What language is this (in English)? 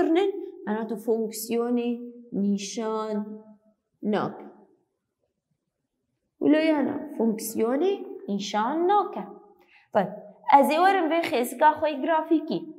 Kurdish